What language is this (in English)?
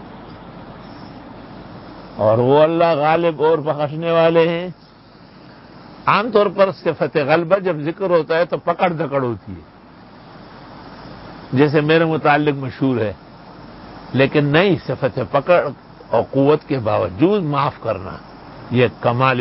Urdu